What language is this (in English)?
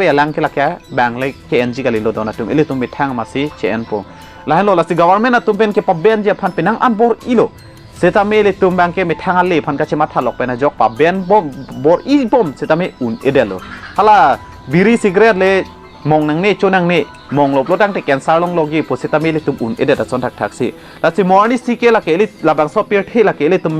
Karbi